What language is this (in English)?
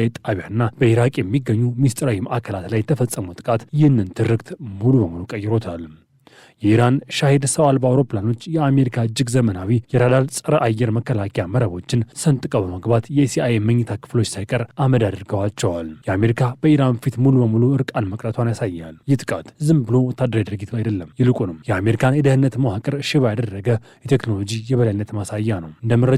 Amharic